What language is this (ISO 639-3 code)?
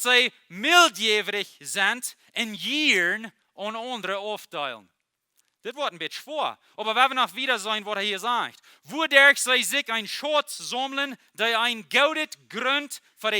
pdt